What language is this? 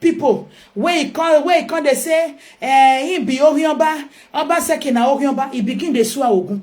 Nigerian Pidgin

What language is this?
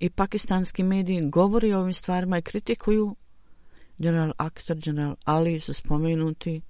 Bosnian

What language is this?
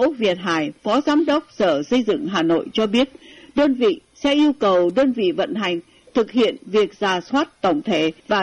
Vietnamese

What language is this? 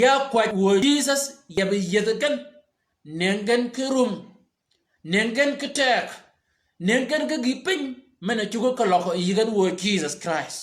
Shilluk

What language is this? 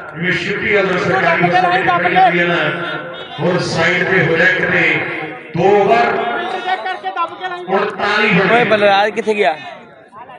Punjabi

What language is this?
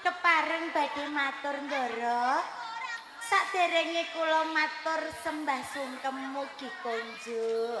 Javanese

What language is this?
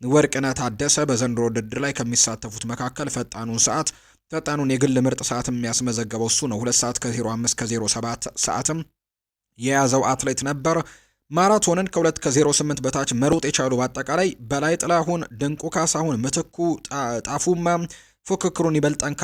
Amharic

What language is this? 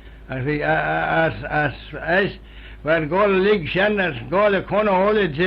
Manx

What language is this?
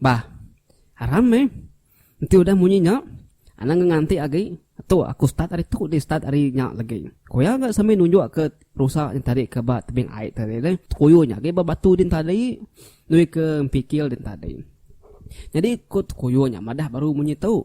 Iban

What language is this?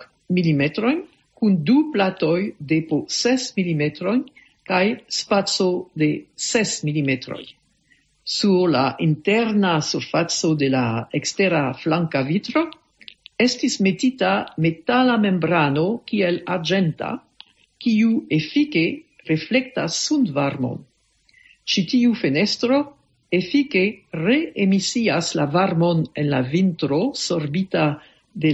Esperanto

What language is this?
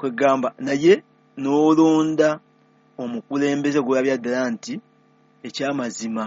Ganda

